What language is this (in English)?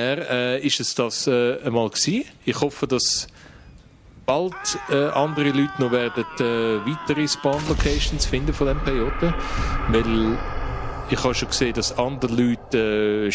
Swiss German